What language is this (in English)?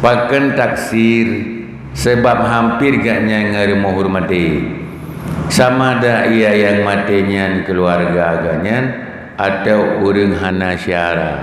Achinese